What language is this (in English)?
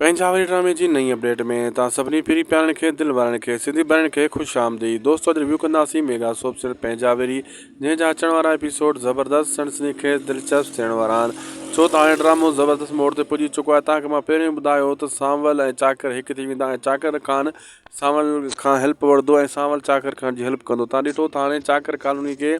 Sindhi